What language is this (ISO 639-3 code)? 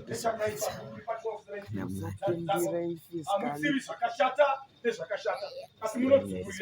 sna